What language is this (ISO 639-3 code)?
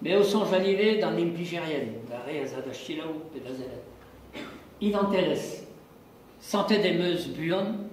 bre